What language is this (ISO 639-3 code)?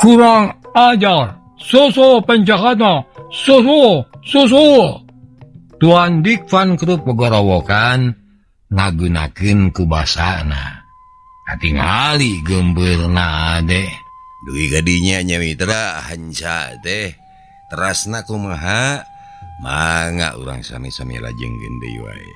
sun